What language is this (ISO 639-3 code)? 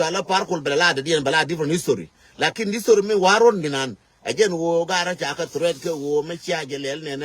nus